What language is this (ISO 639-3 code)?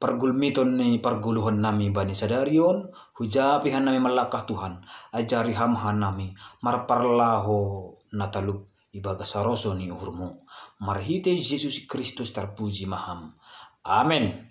bts